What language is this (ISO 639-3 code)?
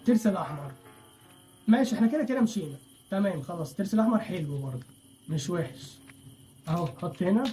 arz